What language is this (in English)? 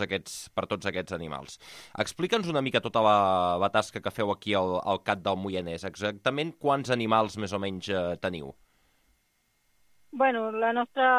Catalan